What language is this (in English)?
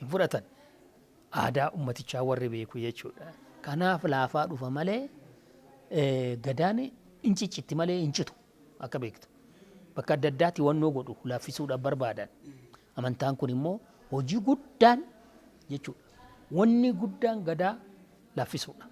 Oromo